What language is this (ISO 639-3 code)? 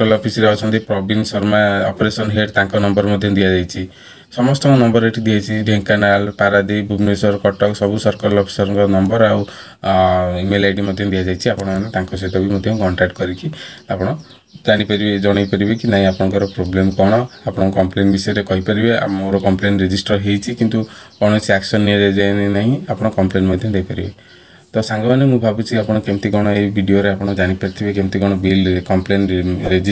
ori